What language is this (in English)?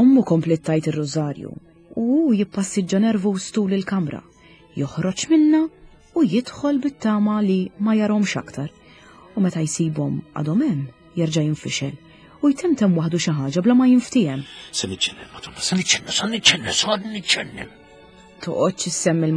Maltese